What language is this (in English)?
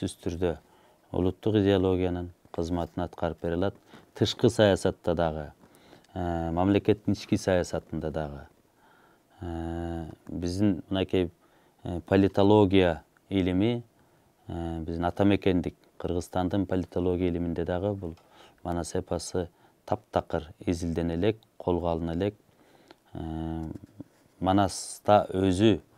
Kyrgyz